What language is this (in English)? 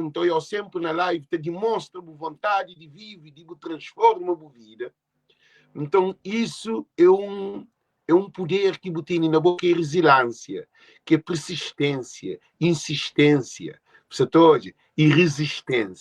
Kabuverdianu